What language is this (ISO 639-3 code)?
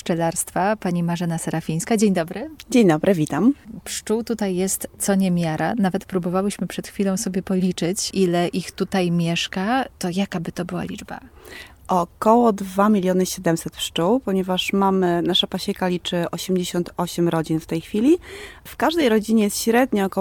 pol